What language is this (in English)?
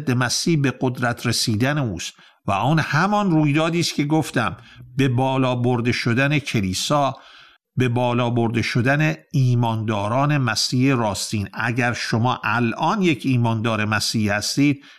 Persian